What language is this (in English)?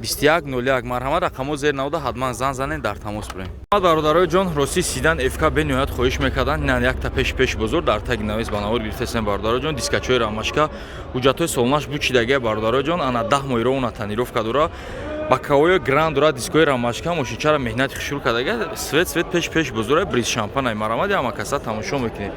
Tajik